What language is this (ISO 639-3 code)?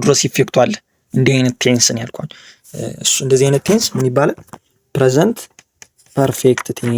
amh